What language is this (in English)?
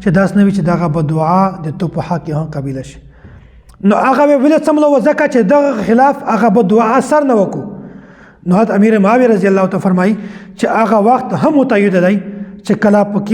Pashto